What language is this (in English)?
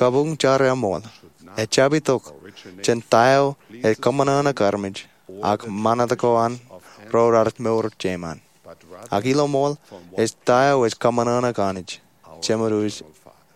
Marshallese